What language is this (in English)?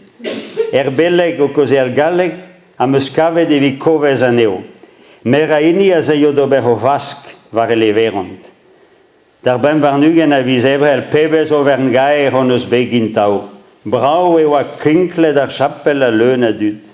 Breton